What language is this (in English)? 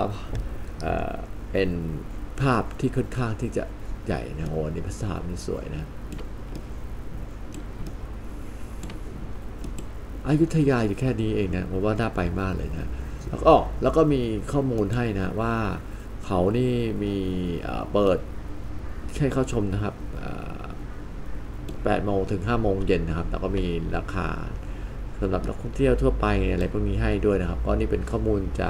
Thai